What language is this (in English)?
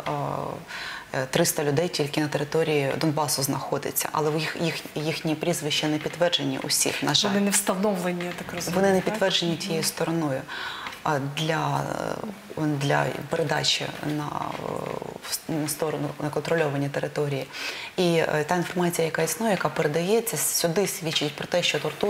Ukrainian